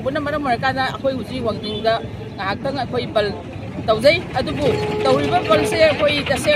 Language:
Manipuri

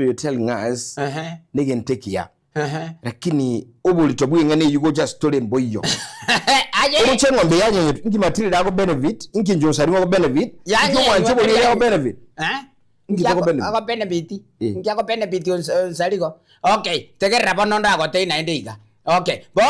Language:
Gusii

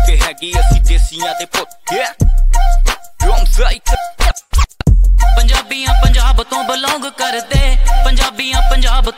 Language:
Punjabi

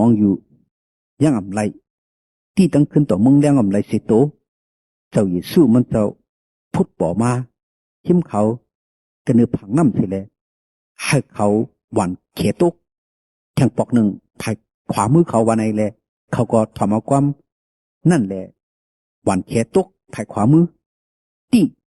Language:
Shan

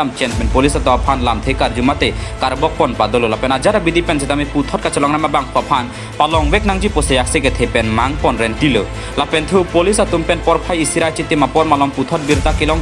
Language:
Karbi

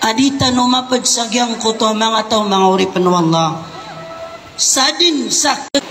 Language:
Maranao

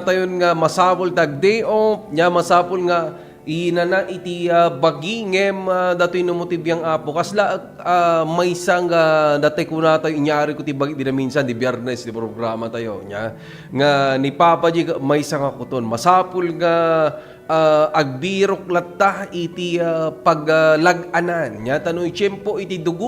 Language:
Iloko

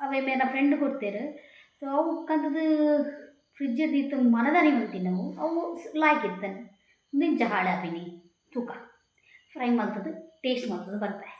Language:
Tulu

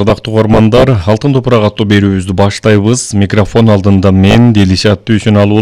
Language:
Kyrgyz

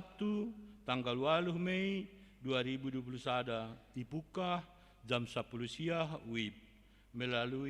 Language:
Batak Simalungun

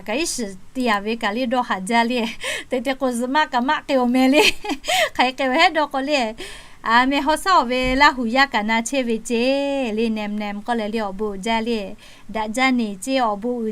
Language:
Lahu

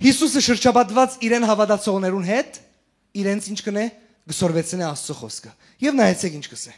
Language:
Western Armenian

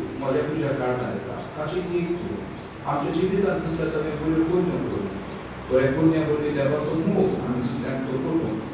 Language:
Konkani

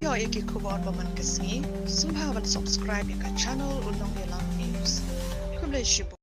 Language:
Khasi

